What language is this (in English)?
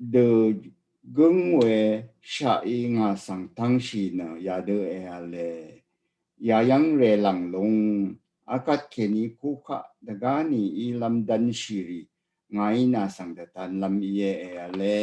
Rawang